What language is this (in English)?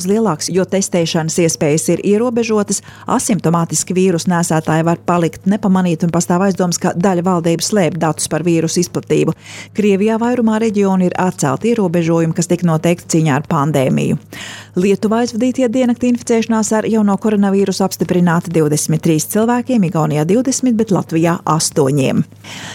Latvian